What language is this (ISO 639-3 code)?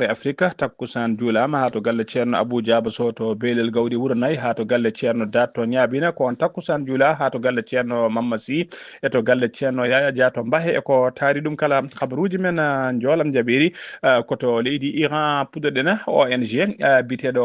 ful